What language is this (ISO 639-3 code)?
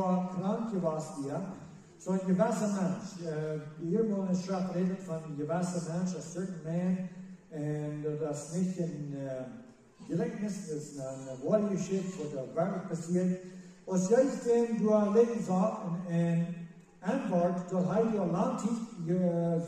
pdt